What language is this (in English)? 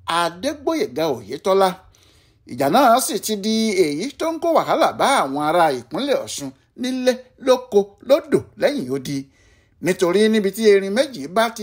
Yoruba